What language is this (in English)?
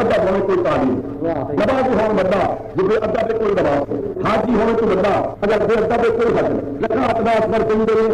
Saraiki